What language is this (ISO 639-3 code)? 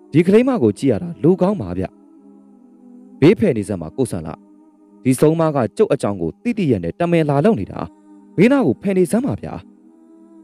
mya